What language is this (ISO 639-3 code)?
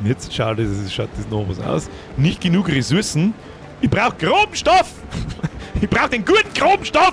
bar